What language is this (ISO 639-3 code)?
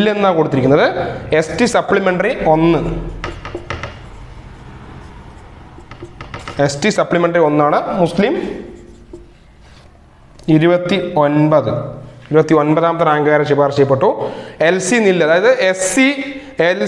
mal